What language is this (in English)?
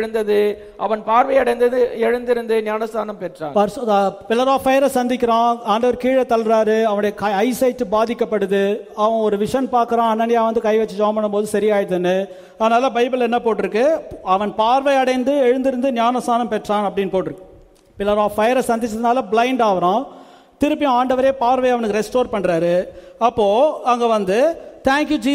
Tamil